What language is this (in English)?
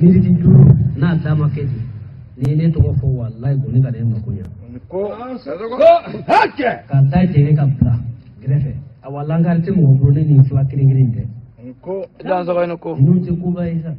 Bambara